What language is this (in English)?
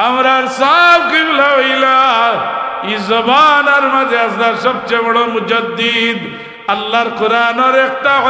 Sylheti